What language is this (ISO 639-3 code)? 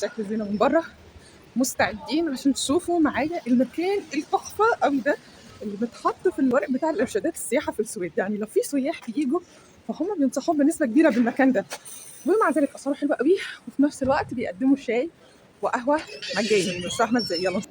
arz